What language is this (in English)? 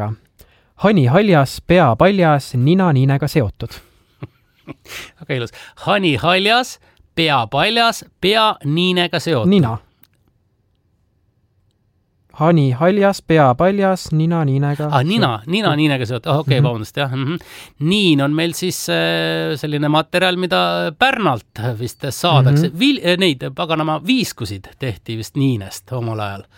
Estonian